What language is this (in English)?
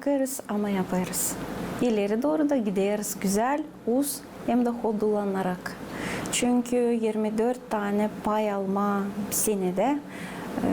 Gagauz